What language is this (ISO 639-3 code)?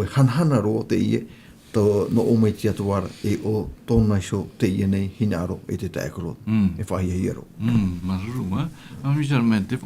tah